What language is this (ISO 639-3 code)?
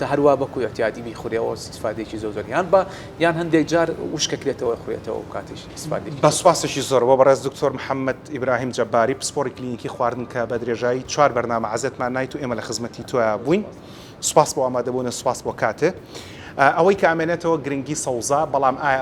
ckb